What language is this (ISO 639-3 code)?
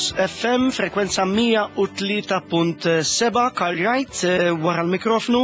mlt